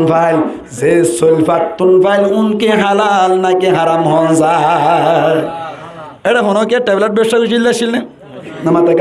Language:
Rohingya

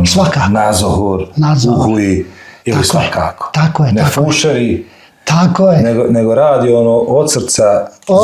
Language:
Bosnian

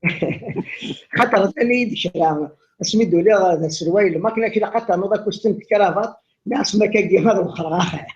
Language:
Kabyle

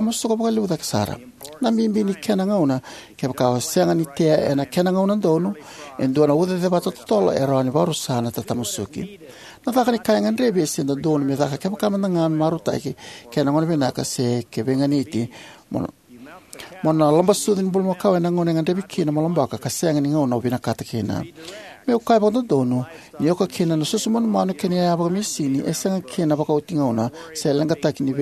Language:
Fijian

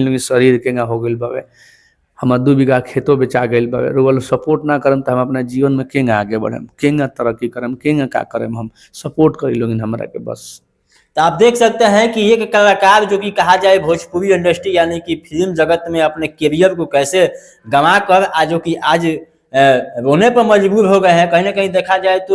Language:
Bhojpuri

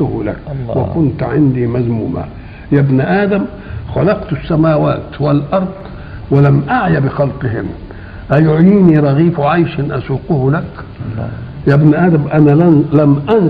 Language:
Egyptian Arabic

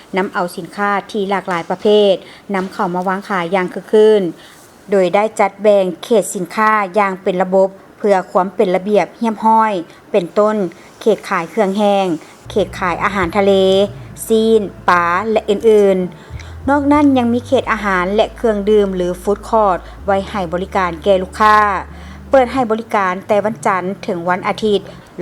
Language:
Lao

